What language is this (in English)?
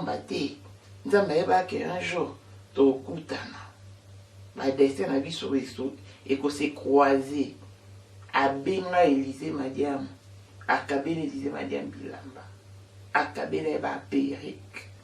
Lingala